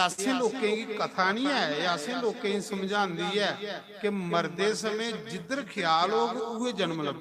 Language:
Dogri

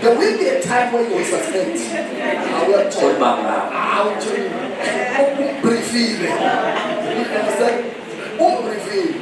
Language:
Zulu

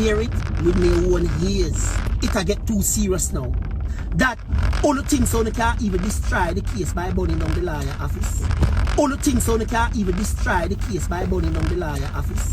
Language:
Jamaican Creole English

